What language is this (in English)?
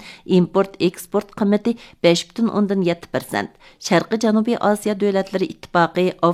Uyghur